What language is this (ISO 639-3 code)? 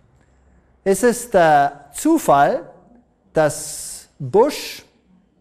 deu